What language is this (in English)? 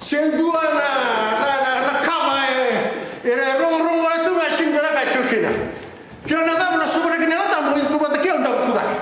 Fijian